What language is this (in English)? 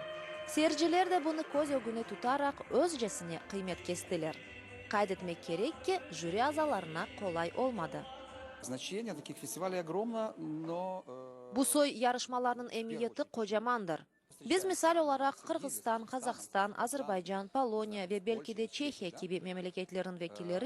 Crimean Tatar